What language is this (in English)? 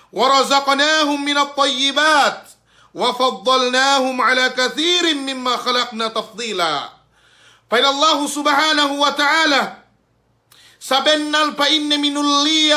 Yakan